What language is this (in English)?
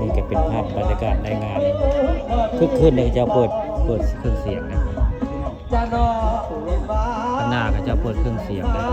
Northeastern Thai